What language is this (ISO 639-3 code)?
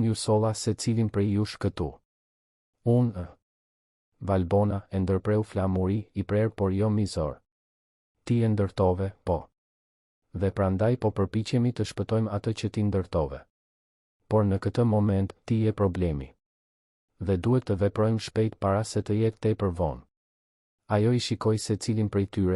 sqi